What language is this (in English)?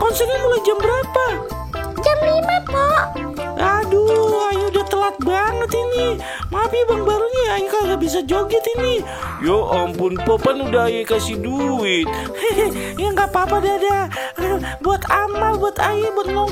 Betawi